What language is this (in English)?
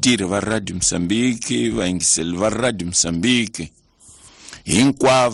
Tsonga